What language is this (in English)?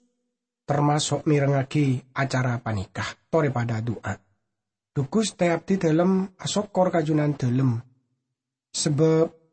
Madurese